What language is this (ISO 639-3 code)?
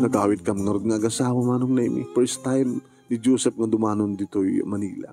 ilo